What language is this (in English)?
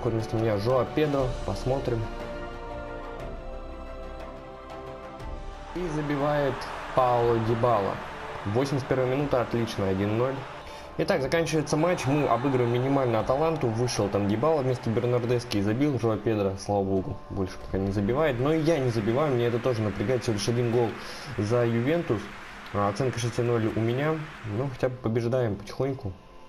Russian